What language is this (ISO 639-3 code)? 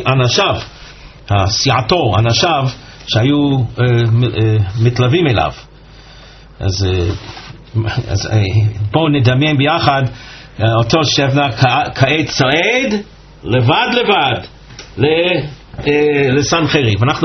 heb